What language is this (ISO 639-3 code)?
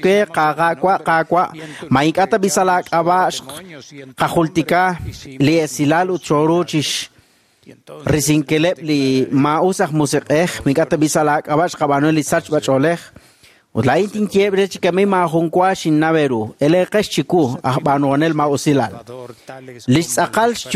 kek